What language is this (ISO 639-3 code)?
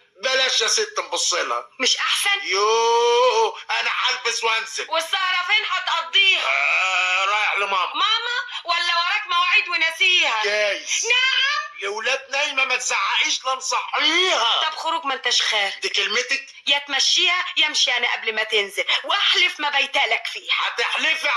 arz